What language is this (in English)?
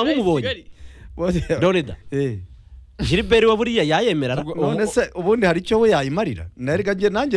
Kinyarwanda